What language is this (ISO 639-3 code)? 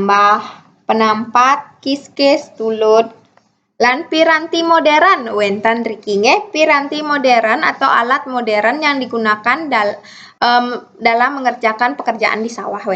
ban